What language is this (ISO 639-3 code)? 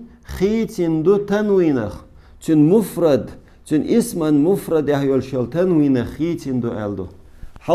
che